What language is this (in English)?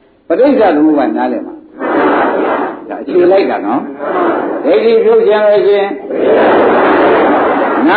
Burmese